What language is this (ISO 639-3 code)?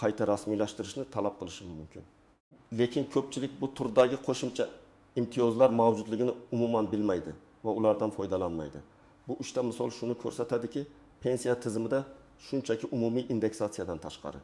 uzb